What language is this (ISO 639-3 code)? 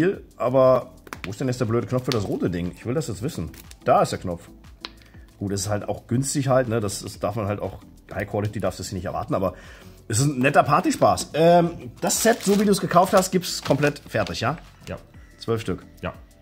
deu